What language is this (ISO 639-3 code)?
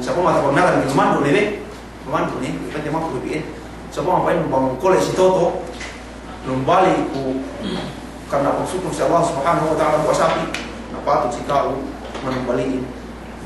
yka